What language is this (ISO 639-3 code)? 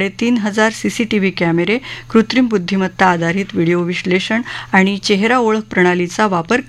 mar